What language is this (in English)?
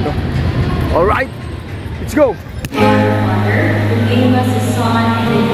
Filipino